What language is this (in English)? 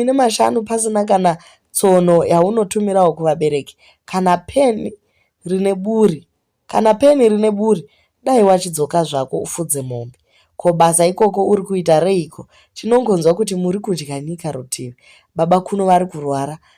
Shona